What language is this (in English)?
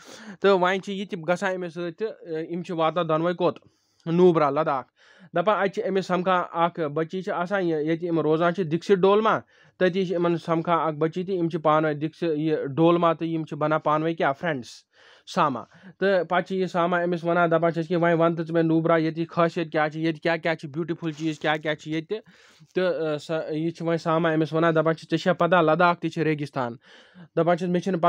Kashmiri